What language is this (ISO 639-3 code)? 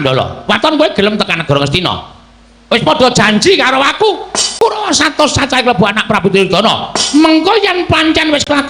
jav